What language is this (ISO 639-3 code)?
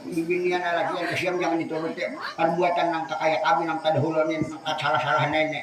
bjn